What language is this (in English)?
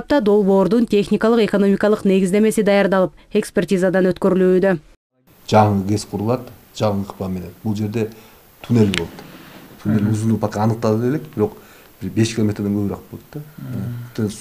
Kyrgyz